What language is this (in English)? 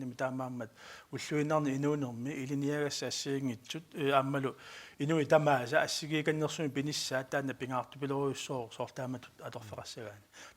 Kalaallisut